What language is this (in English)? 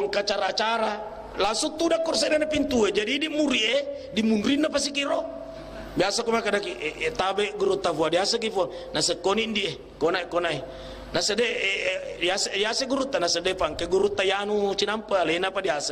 Buginese